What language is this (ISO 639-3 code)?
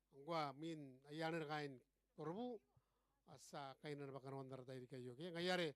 gil